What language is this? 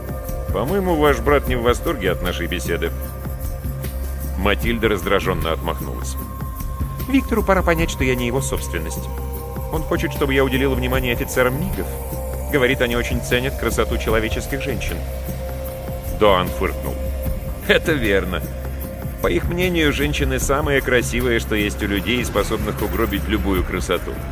Russian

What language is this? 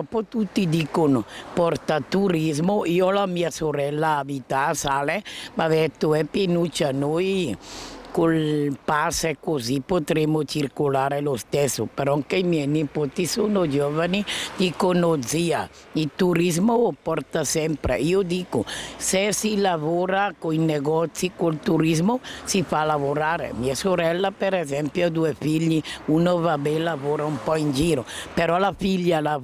Italian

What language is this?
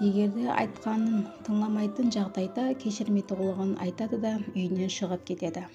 Kara-Kalpak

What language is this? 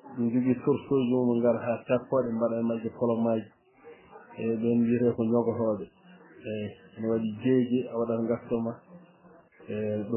Fula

